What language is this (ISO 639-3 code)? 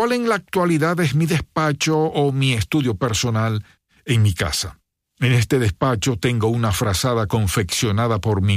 spa